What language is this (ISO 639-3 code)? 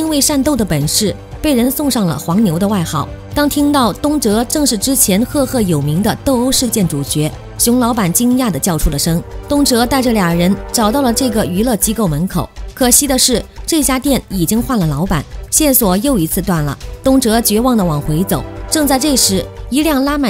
zho